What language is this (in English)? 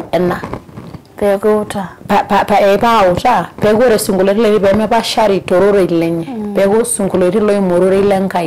Masai